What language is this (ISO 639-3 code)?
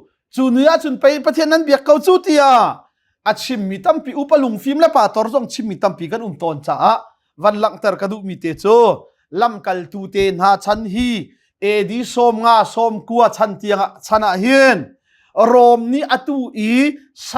cnh